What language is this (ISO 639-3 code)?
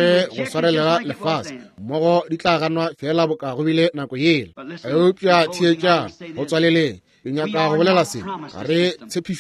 nso